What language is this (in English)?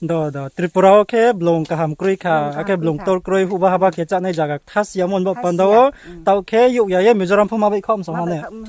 Riang (India)